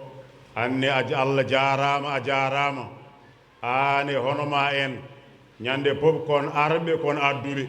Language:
Fula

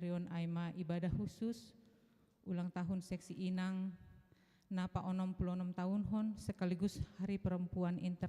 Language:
Batak Simalungun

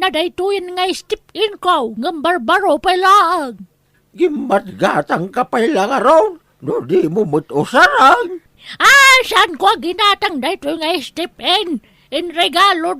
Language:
Iloko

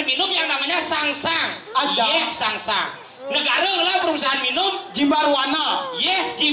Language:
Balinese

